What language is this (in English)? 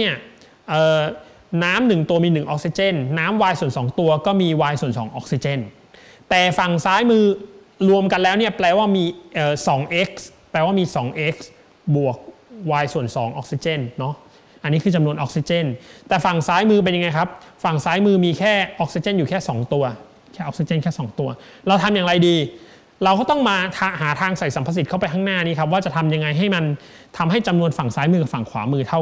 Thai